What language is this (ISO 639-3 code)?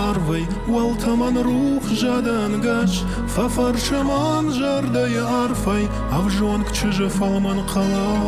oss